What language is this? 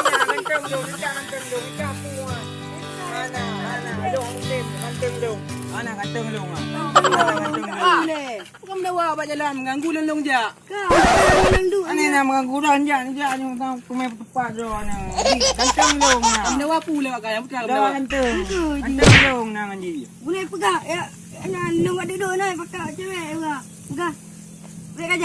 Achinese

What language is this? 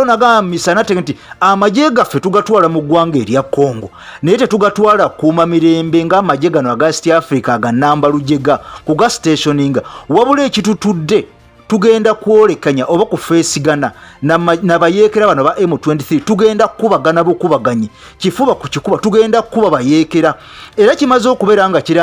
Ganda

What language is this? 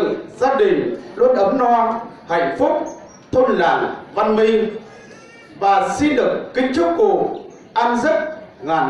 Vietnamese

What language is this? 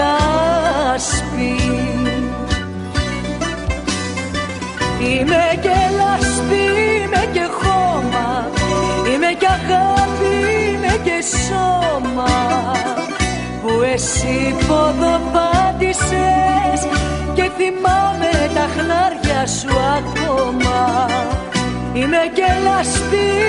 Greek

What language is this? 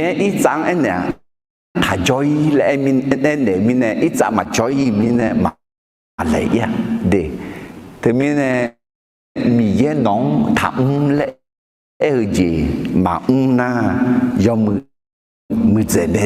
Akha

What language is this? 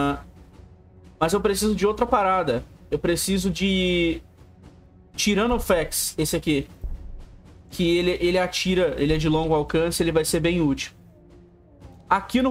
Portuguese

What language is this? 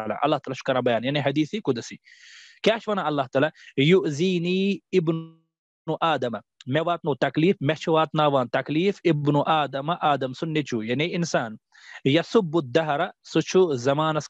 Kashmiri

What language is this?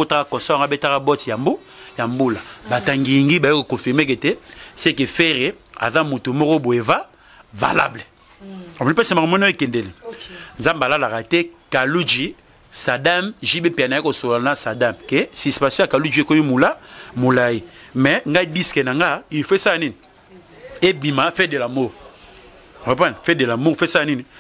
Lingala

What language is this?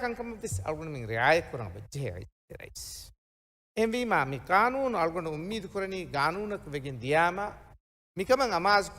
Divehi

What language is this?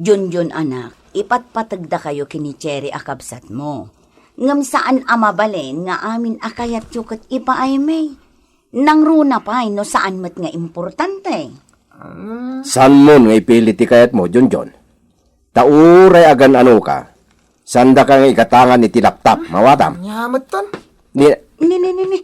Iloko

